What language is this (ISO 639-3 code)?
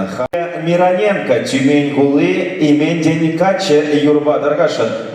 chv